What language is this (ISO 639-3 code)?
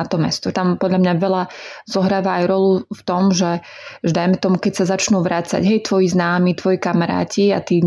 slk